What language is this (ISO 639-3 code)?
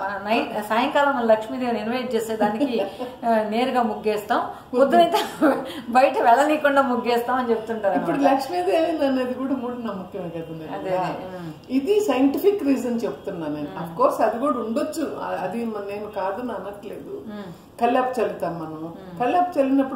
tel